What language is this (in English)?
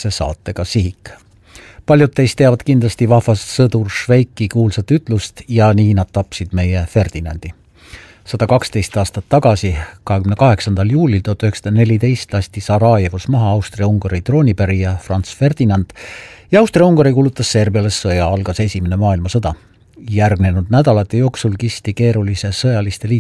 Estonian